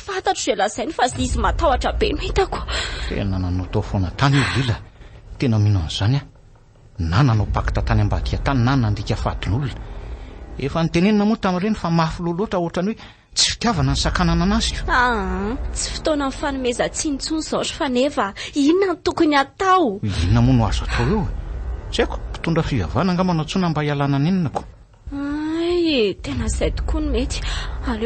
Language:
Malagasy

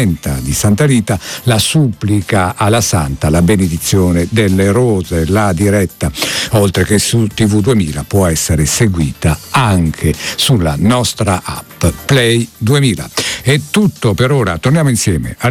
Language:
Italian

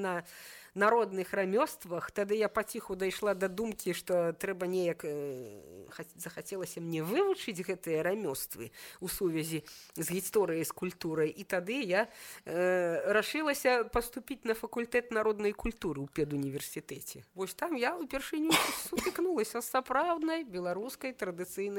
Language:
Belarusian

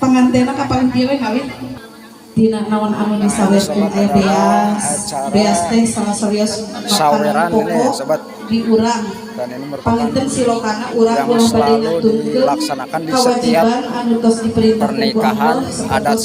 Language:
Sundanese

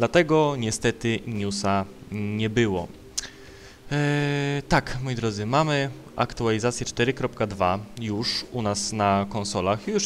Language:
Polish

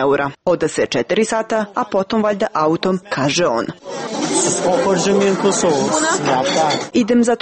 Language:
Croatian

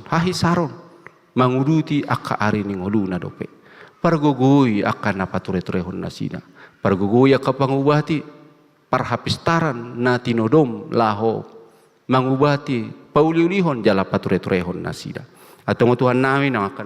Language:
Batak Toba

